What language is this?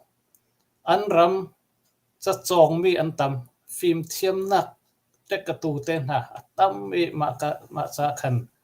Hakha Chin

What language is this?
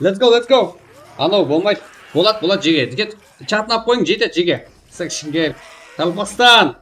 Kara-Kalpak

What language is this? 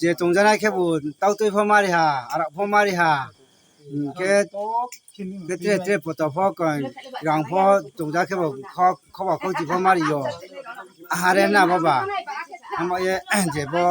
Riang (India)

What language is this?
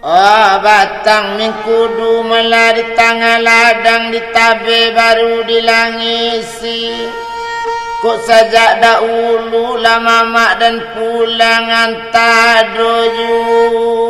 Minangkabau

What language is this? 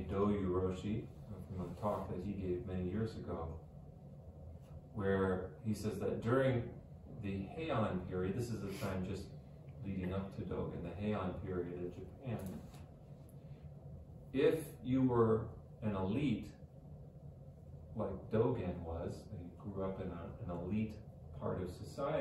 English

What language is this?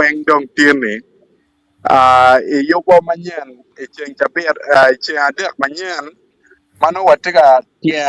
Acoli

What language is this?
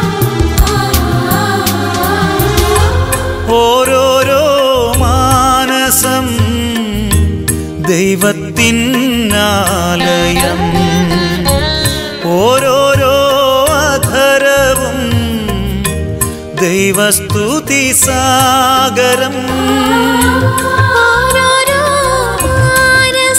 Malayalam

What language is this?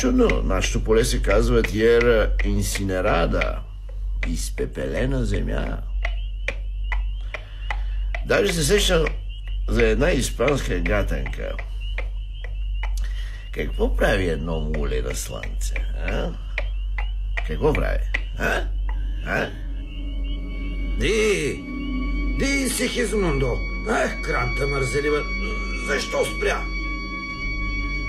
Bulgarian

